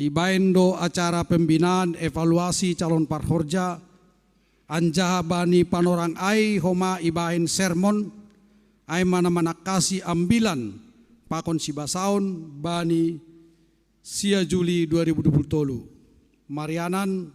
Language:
Batak Simalungun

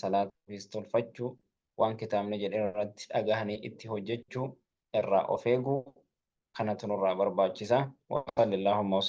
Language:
Oromo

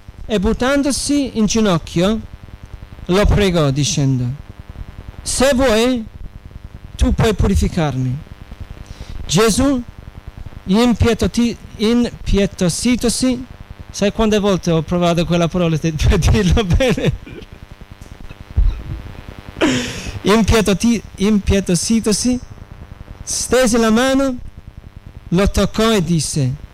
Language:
Italian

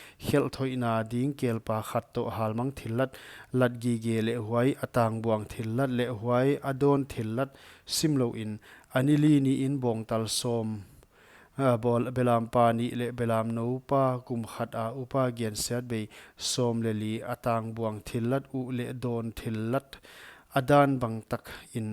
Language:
Paite Chin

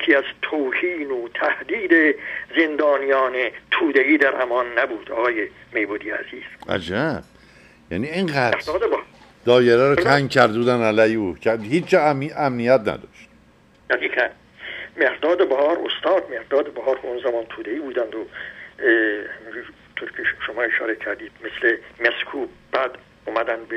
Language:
Persian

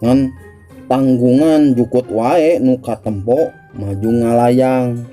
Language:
Sundanese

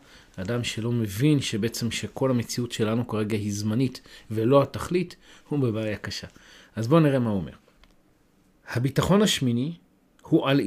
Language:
Hebrew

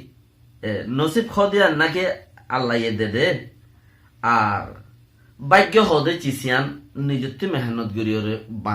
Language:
Rohingya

